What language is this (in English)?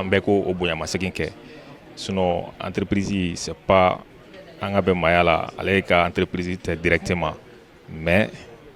Bambara